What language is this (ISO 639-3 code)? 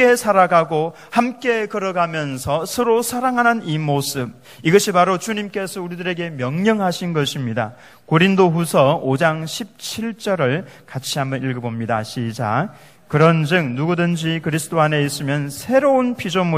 kor